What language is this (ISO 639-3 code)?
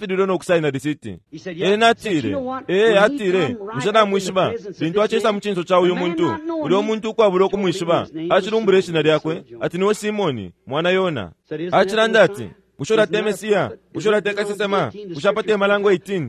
bem